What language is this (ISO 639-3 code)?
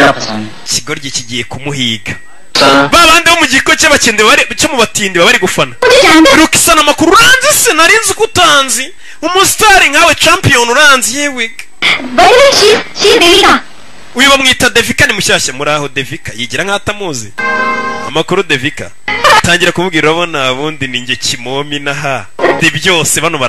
kin